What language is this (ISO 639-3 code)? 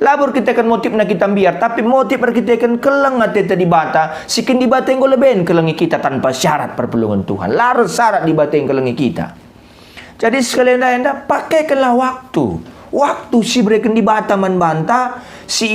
btx